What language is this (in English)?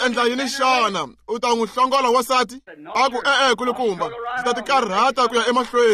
Tsonga